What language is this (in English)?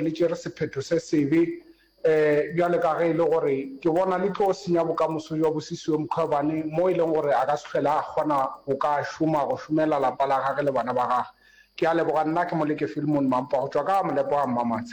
Northern Sotho